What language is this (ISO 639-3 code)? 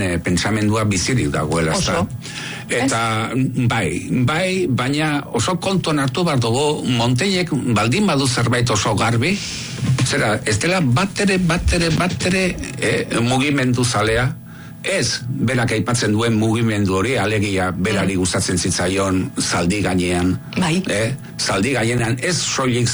eus